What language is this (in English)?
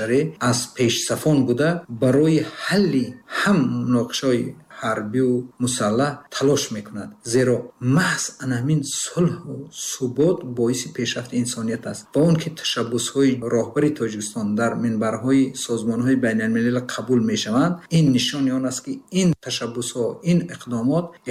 Tajik